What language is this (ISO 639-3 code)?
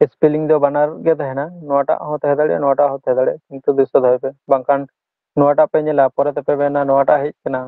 sat